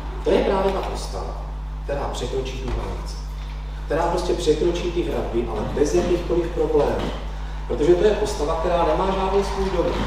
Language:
Czech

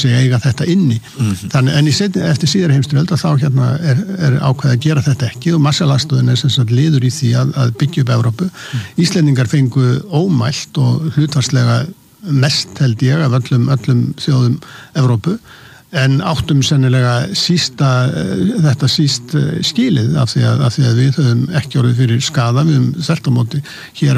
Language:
Icelandic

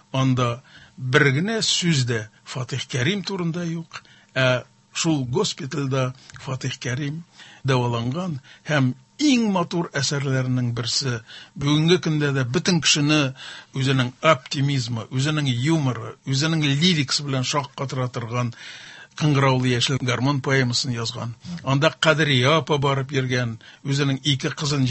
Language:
Tatar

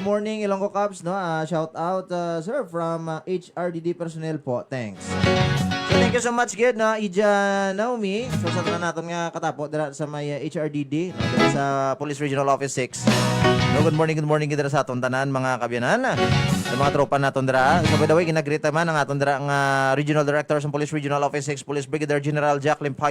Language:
Hiligaynon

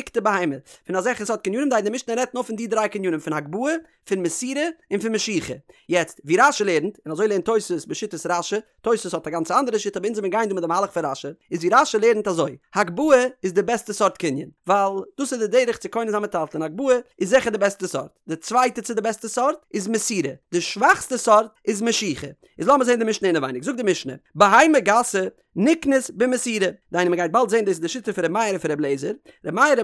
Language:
Yiddish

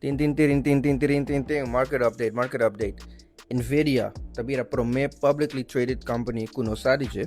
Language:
Papiamento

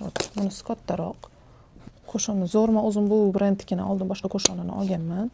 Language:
Uzbek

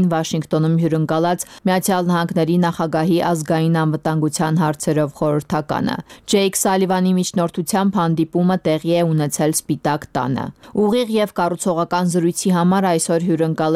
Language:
Armenian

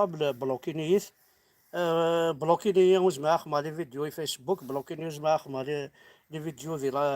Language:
Kabyle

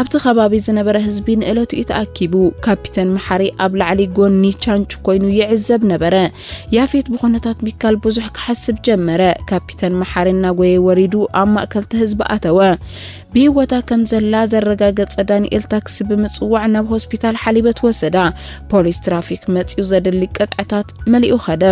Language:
Tigrinya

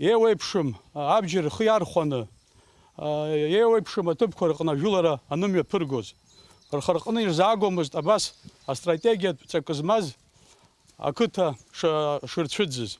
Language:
Abkhazian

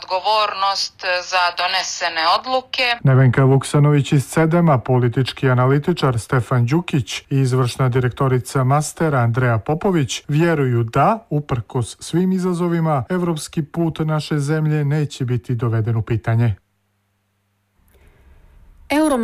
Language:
Serbian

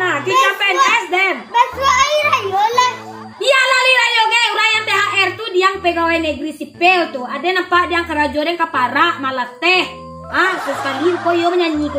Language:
Minangkabau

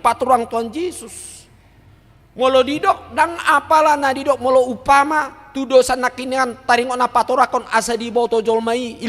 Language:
Batak Toba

